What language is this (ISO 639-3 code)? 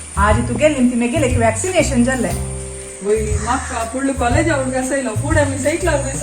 kok